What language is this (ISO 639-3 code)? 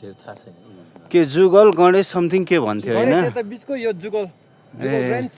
nep